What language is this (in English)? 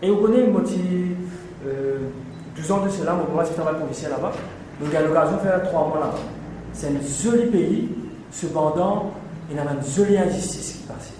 Morisyen